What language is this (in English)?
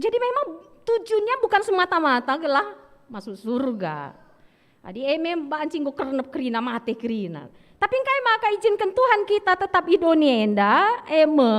Batak Karo